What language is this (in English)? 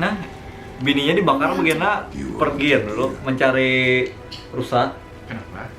Banjar